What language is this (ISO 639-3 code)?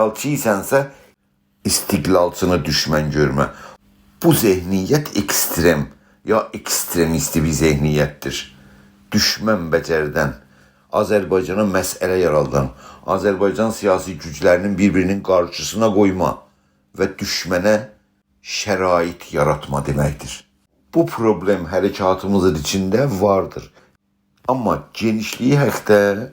azb